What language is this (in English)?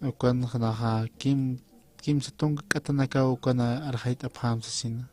Aymara